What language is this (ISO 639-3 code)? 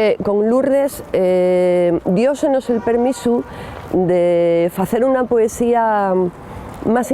ast